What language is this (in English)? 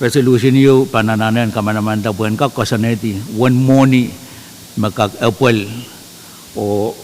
Pohnpeian